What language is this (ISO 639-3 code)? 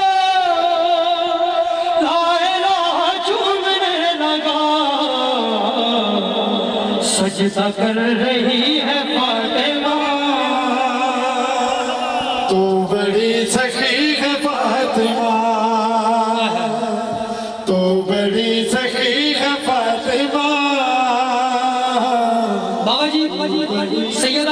urd